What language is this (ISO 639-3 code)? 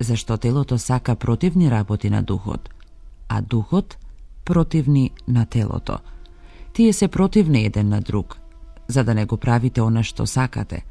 mkd